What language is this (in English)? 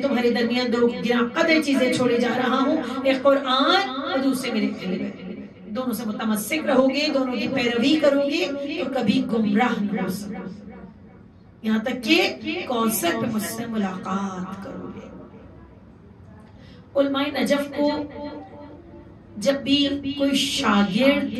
Urdu